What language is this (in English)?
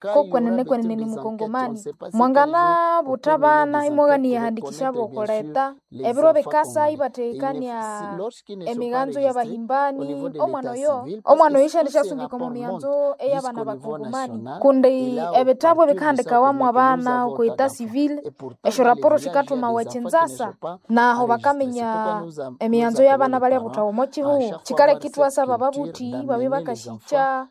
Nande